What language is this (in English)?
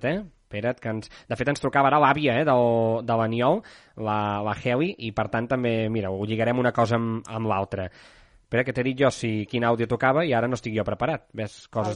Catalan